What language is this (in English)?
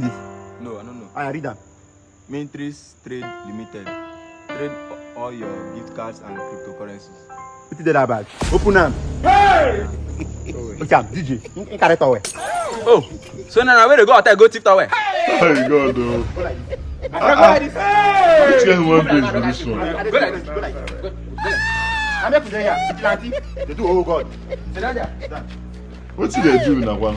Nigerian Pidgin